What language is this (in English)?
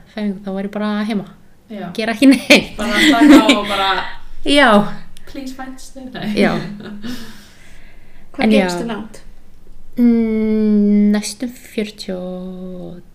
Icelandic